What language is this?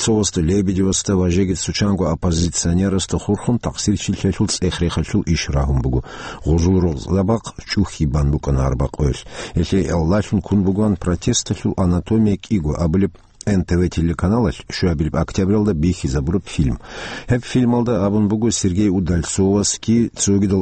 Avaric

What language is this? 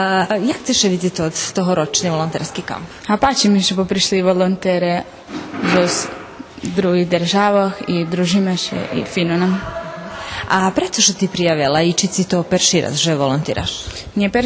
Rusyn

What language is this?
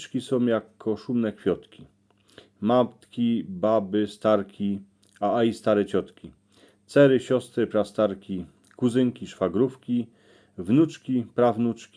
Silesian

